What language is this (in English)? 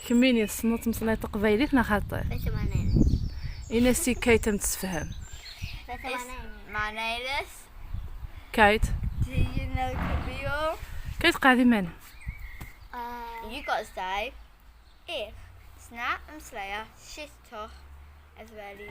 Kabyle